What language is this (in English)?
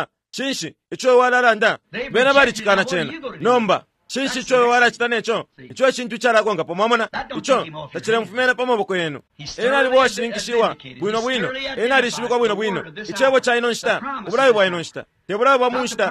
Bemba